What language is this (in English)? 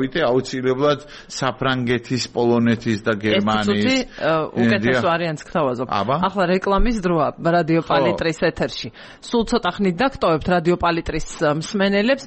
Georgian